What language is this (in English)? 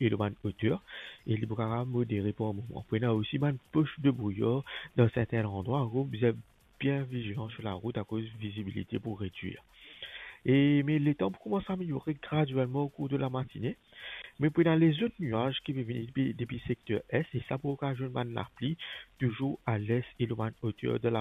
Morisyen